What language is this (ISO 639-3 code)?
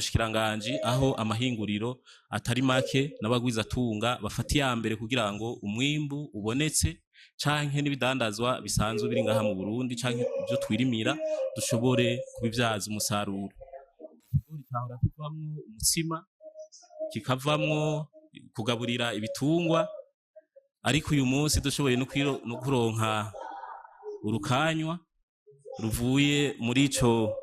run